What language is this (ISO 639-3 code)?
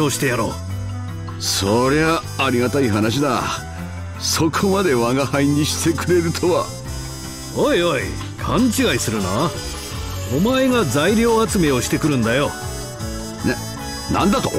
jpn